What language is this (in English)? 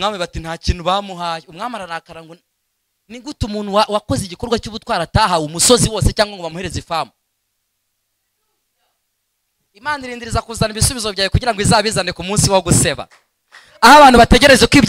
Kinyarwanda